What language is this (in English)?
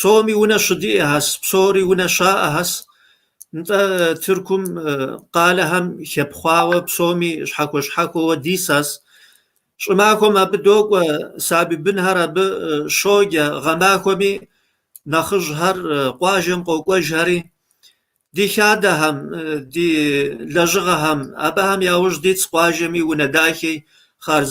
Kabardian